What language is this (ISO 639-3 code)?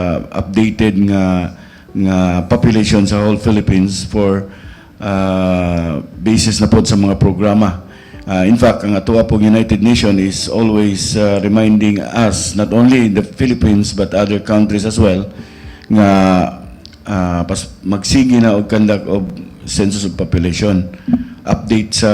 ceb